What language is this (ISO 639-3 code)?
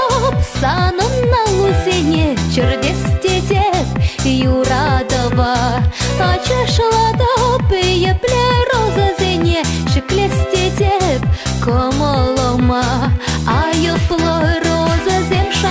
chv